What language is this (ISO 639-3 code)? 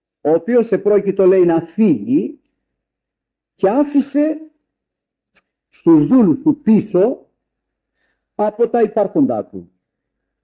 ell